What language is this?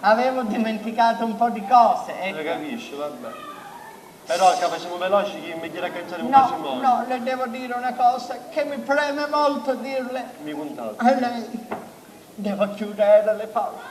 Sicilian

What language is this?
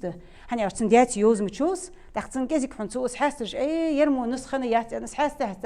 Ingush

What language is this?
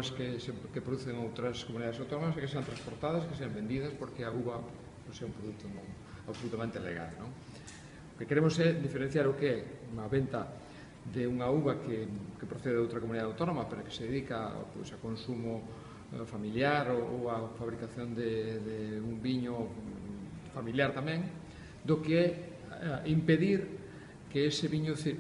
Galician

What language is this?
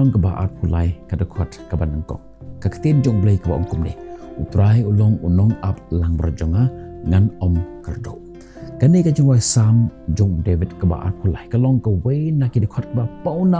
Khasi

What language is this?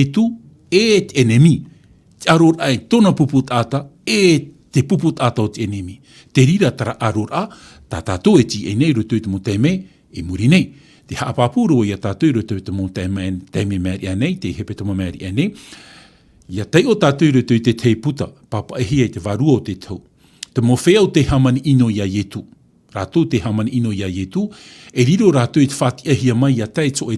Tahitian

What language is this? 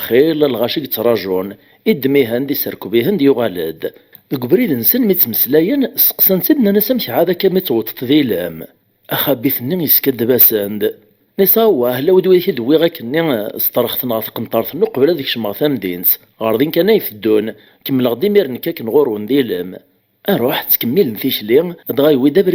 Kabyle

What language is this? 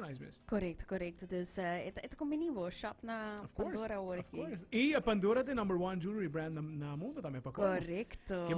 Papiamento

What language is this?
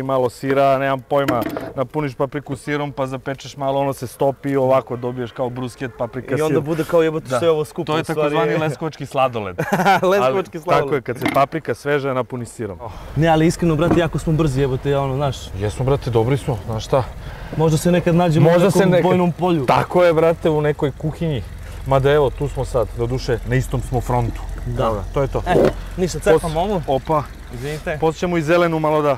Serbian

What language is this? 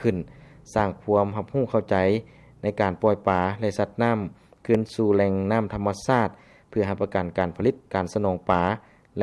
Lao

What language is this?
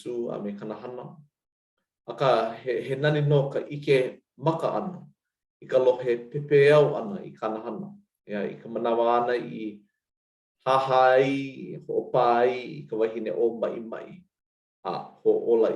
Hawaiian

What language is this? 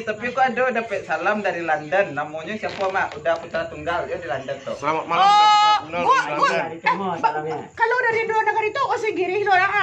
Minangkabau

